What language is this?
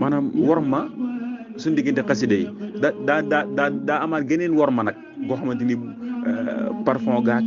Wolof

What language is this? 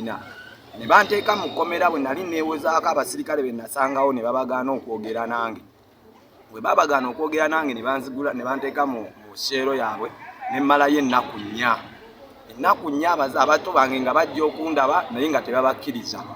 Ganda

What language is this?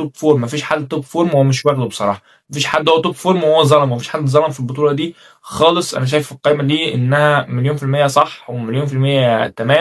Egyptian Arabic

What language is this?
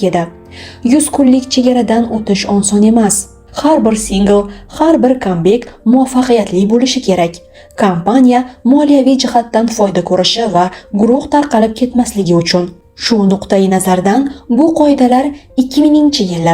Uzbek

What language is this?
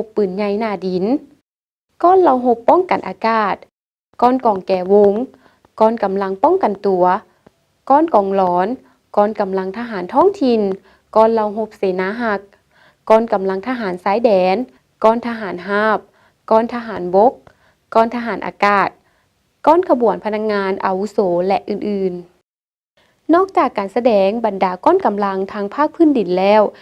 Lao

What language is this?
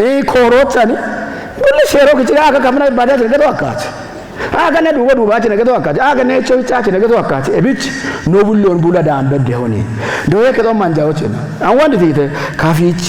Kafa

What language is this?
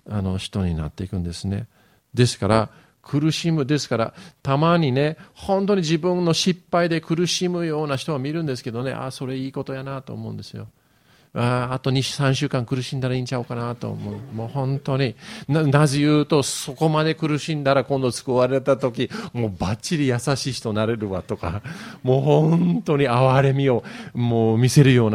Japanese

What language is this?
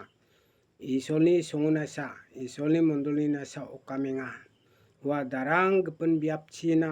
Garo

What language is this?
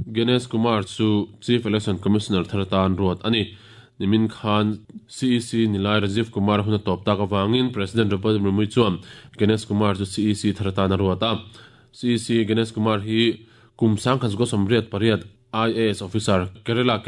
Mizo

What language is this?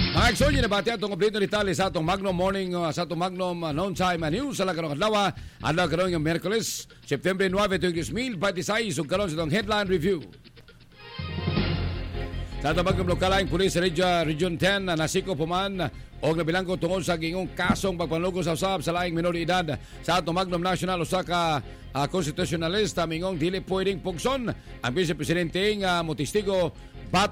Cebuano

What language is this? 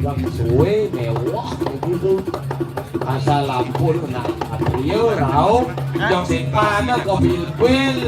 Balinese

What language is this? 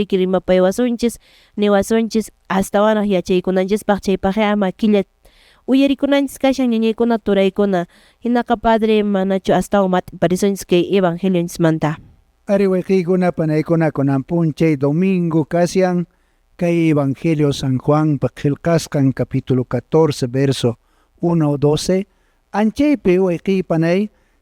Quechua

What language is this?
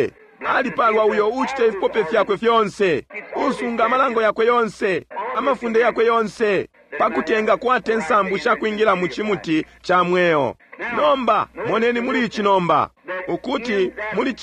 Bemba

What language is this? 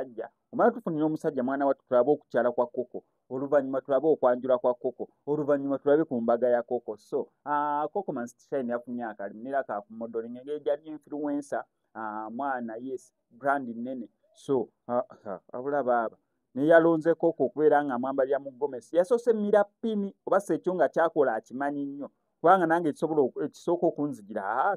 Ganda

